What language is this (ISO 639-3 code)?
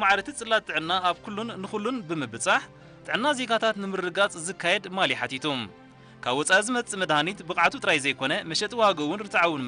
tir